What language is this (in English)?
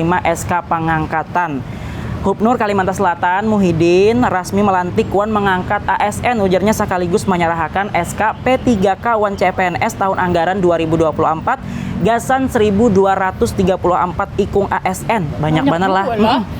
Banjar